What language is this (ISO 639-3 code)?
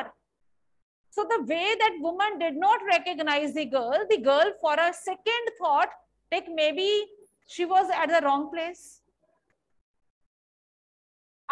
eng